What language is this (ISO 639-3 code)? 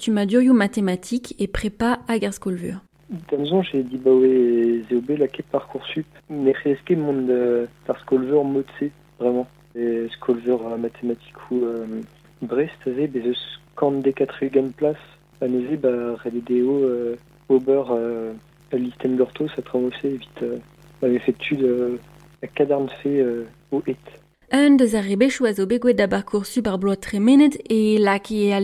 bre